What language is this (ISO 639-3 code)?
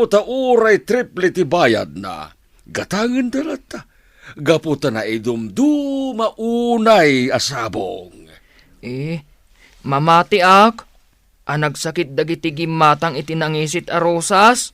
ilo